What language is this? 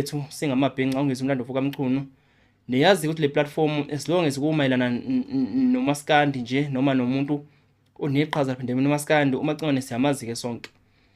Zulu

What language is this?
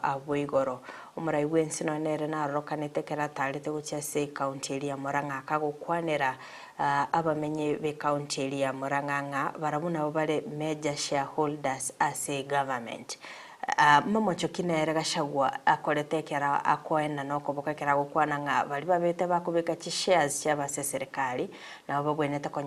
Gusii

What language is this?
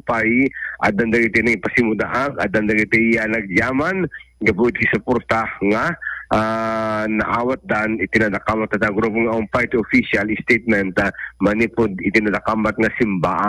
Iloko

